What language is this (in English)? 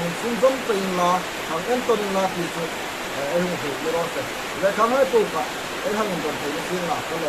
Hmar